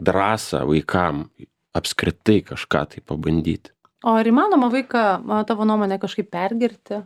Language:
Lithuanian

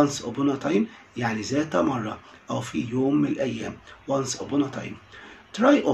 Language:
Arabic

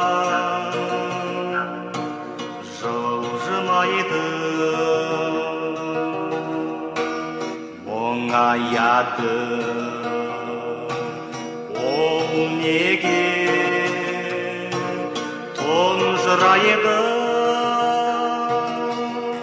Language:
Kazakh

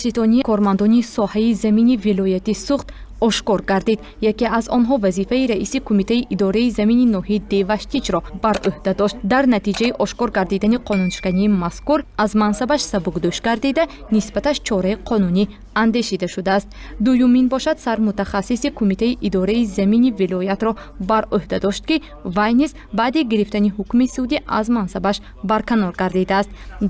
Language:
Tajik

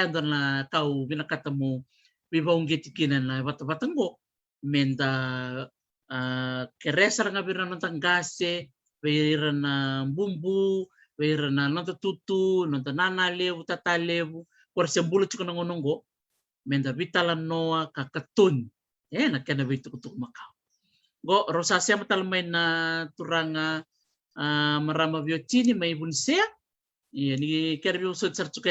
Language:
Fijian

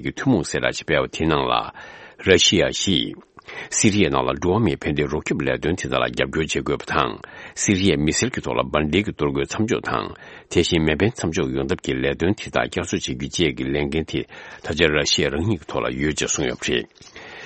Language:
Tibetan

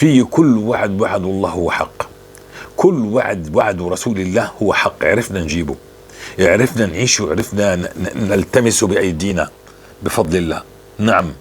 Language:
North Levantine Arabic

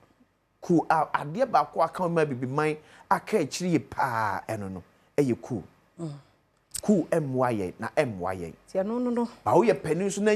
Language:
Akan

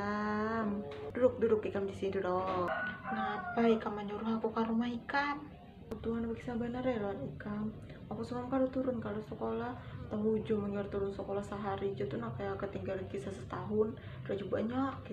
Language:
Banjar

